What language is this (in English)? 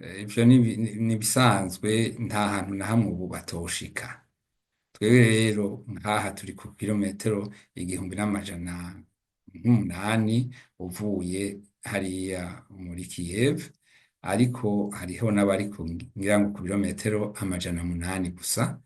Rundi